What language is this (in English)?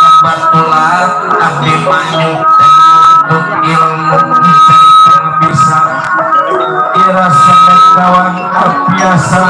Betawi